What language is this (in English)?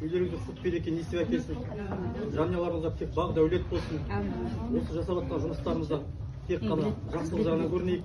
Kazakh